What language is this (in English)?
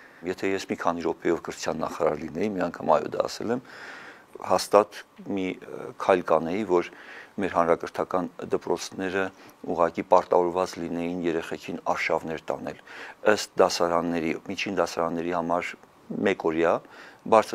Armenian